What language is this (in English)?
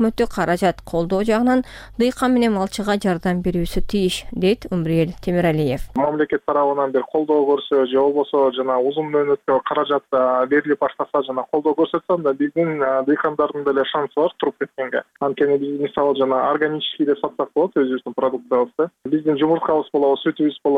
Kyrgyz